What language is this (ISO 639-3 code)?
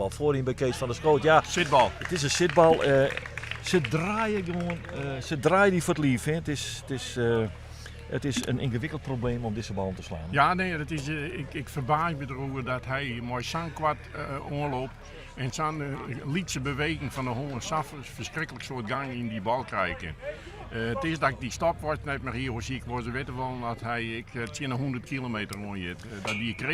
fry